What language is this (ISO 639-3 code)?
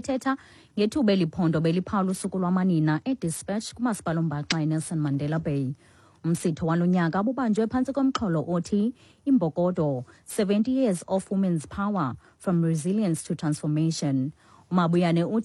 xho